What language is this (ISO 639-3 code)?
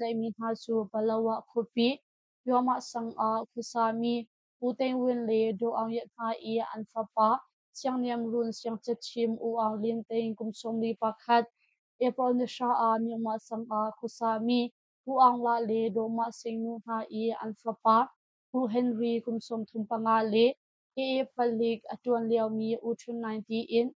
cnh